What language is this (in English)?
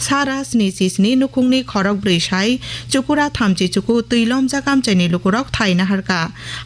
Kok Borok